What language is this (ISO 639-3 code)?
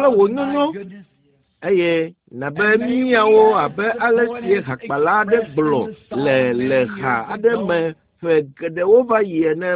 ewe